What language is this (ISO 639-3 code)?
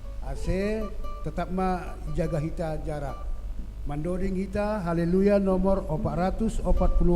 bts